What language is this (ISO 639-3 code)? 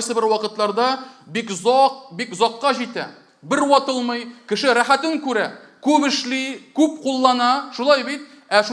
tat